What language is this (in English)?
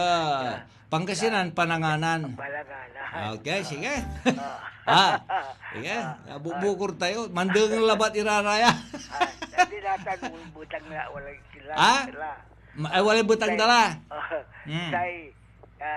Pangasinan